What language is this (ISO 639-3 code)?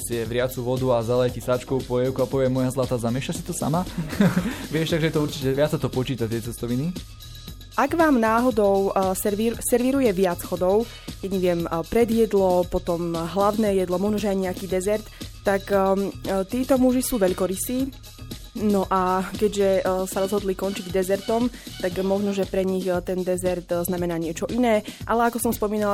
slk